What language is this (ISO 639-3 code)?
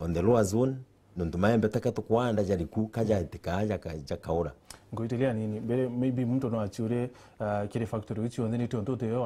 mer